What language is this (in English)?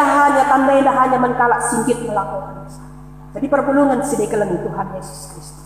Batak Karo